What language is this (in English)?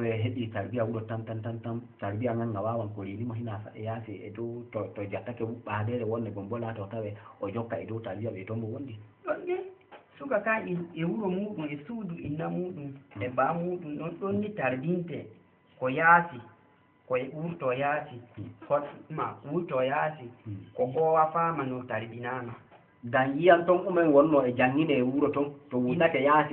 Fula